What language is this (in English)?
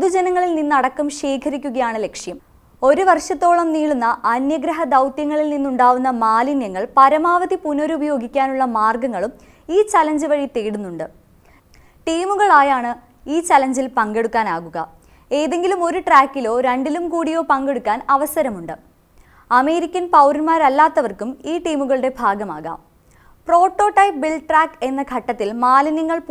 Malayalam